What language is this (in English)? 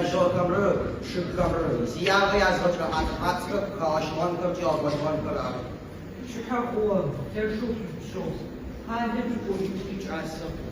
Adyghe